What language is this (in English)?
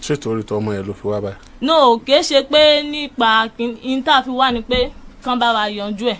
Yoruba